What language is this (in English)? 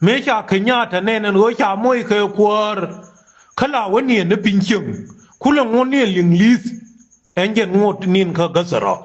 Nuer